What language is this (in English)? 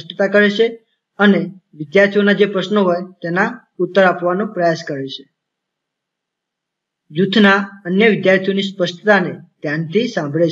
Gujarati